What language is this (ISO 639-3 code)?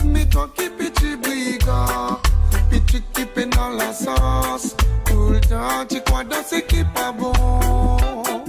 mfe